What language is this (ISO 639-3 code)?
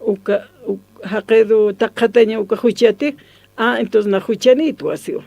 aym